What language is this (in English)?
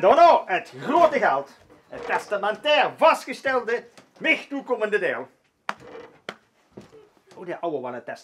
Limburgish